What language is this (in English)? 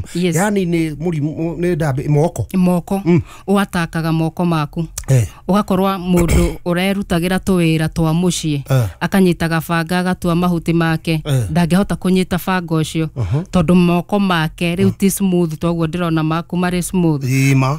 Kikuyu